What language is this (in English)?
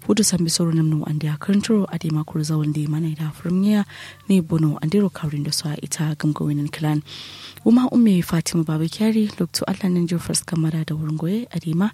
Kanuri